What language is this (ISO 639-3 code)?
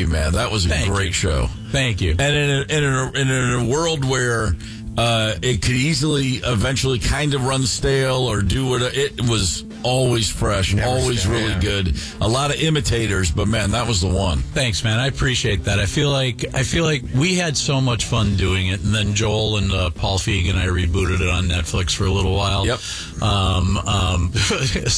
eng